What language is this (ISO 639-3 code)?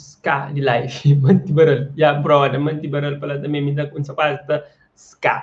kea